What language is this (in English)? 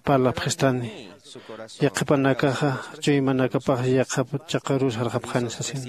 Aymara